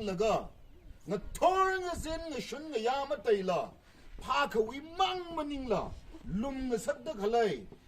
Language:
Tangkhul Naga (India)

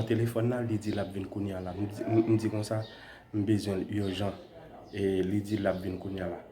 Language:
Haitian Creole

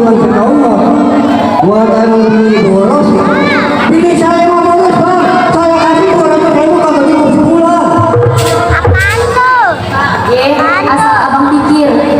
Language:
Betawi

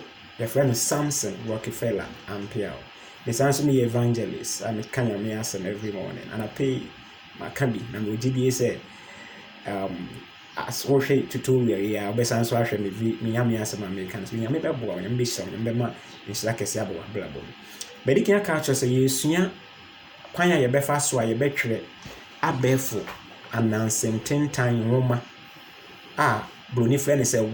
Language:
Akan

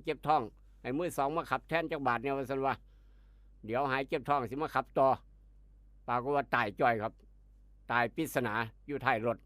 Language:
Northeastern Thai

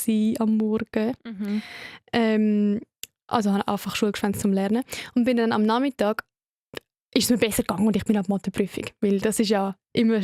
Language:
Swiss German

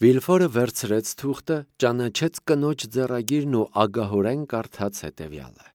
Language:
Armenian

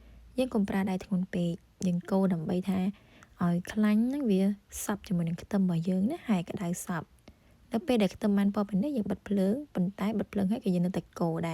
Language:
Khmer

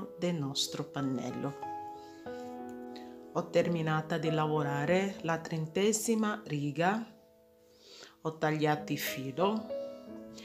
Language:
Italian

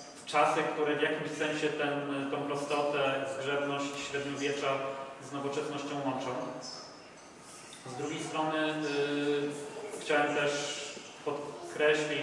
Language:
Polish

